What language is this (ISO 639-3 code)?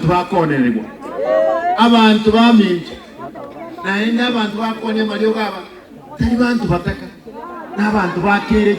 guz